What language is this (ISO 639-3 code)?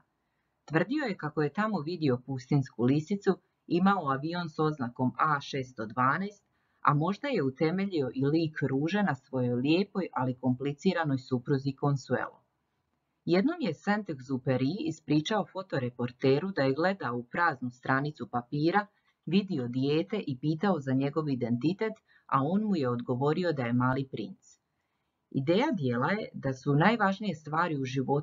hrv